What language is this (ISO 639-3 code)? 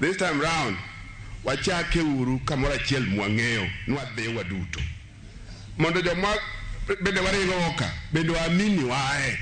luo